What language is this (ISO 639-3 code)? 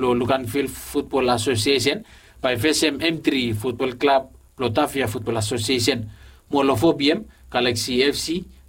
bis